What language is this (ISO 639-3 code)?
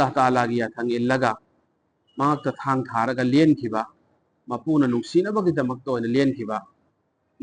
mni